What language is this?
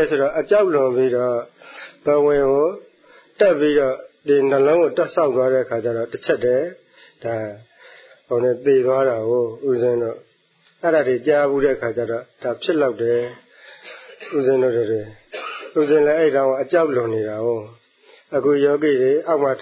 Burmese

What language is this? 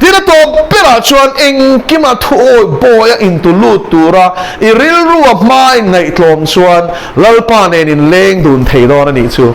Mizo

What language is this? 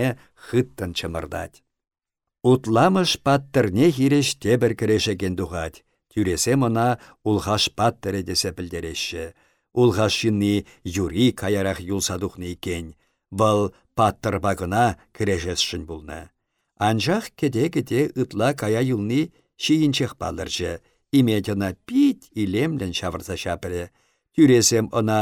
Chuvash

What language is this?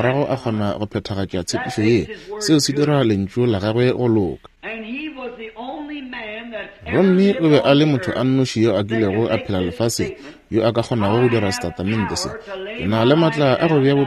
Northern Sotho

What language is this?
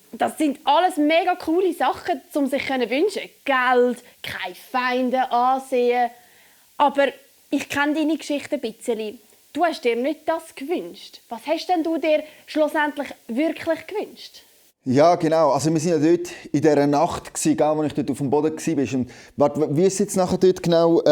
Swiss German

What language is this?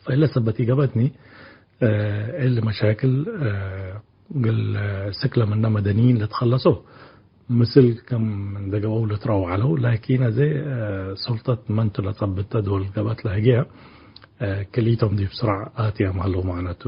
Tigre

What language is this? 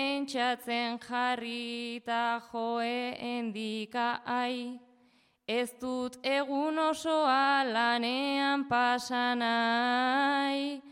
Basque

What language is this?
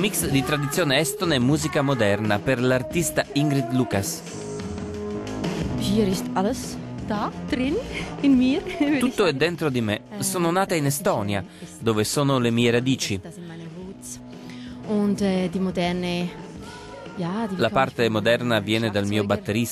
Italian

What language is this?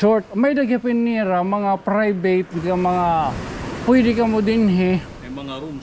Waray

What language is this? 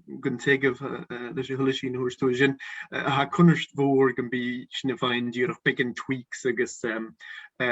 Scottish Gaelic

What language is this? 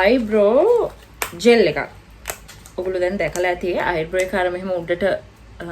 Sinhala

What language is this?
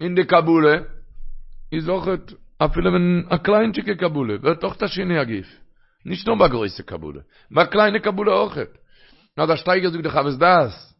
Yiddish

